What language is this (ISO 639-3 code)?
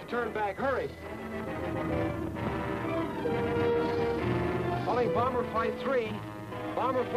eng